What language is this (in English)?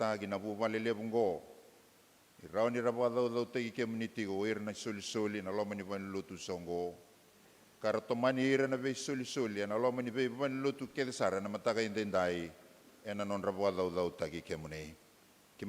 Fijian